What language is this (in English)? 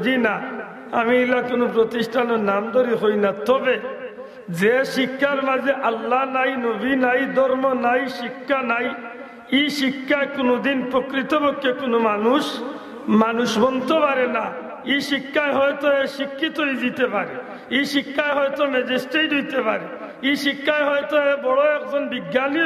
Sylheti